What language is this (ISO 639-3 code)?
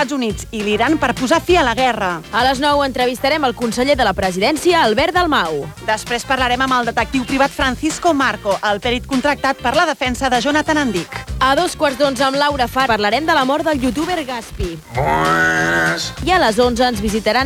cat